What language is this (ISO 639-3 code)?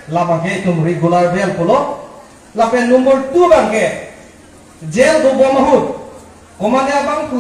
mjw